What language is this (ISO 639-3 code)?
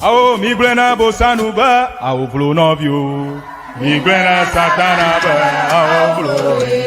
ewe